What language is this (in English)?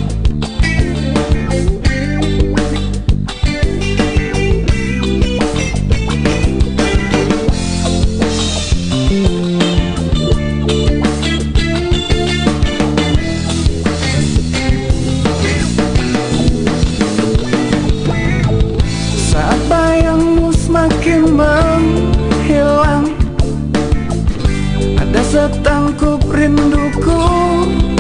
Indonesian